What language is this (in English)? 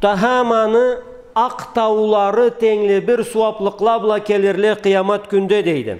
Karachay-Balkar